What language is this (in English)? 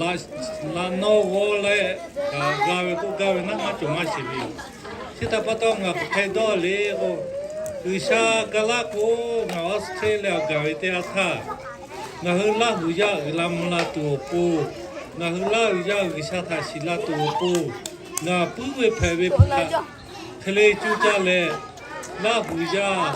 Lahu